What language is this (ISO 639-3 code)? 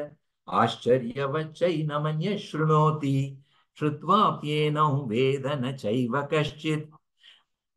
san